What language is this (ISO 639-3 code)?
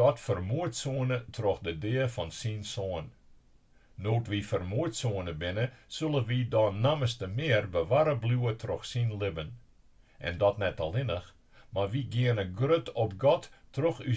fry